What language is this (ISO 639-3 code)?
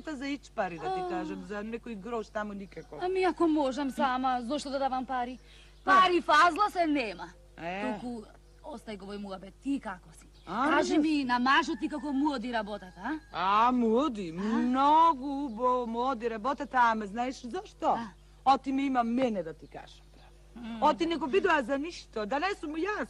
mkd